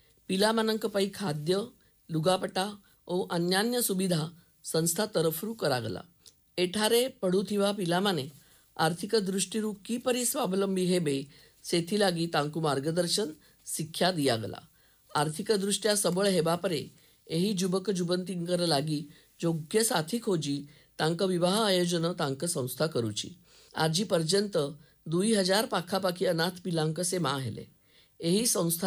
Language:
Odia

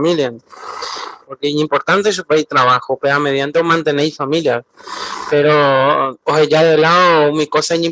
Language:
Guarani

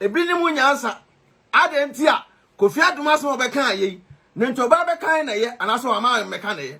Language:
Akan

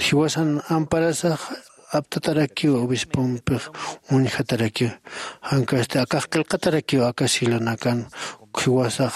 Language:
Aymara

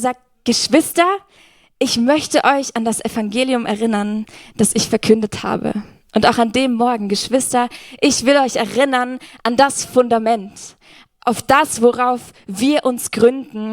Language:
Swiss German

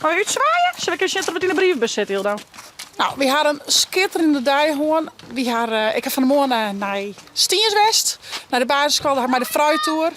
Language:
Western Frisian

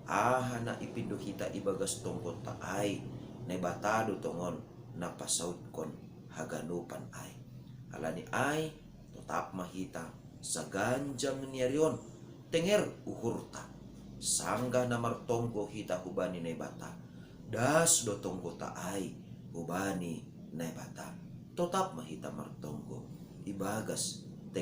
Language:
Batak Simalungun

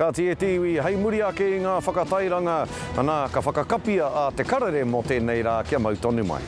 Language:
Māori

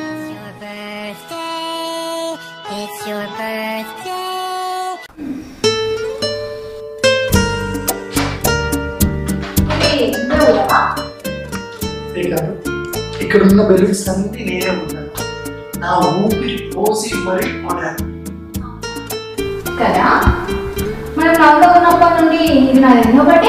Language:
Telugu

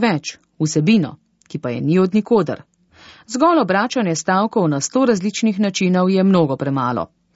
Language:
Slovenian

